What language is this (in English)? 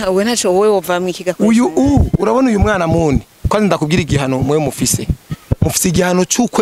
Rundi